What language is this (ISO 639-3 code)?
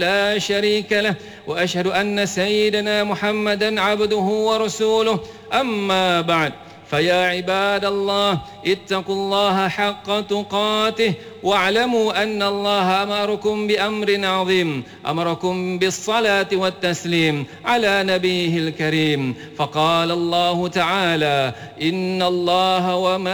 msa